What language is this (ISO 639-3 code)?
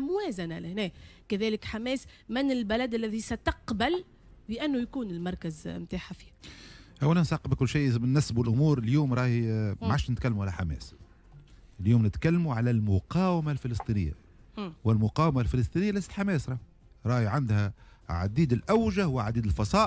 aeb